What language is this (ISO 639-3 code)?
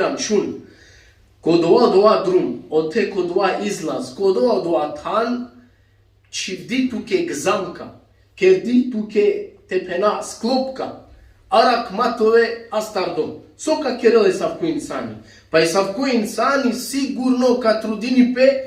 rmn